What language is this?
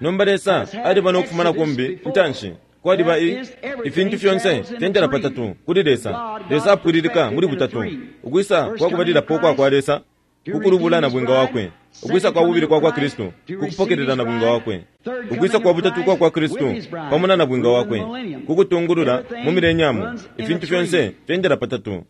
Bemba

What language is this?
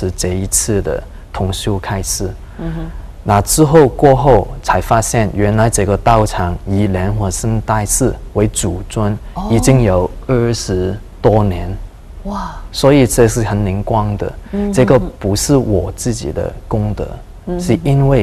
Chinese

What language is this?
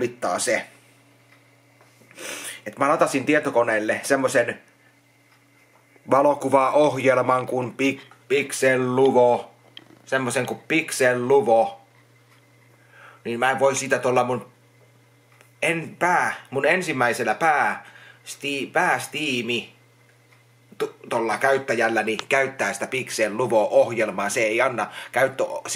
Finnish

